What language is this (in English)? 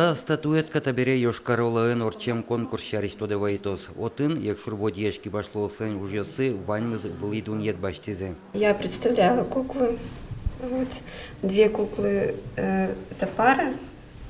Udmurt